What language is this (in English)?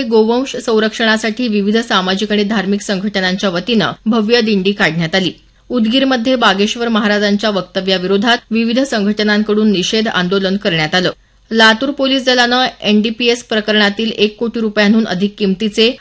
Marathi